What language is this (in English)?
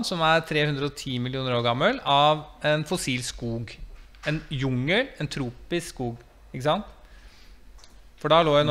Norwegian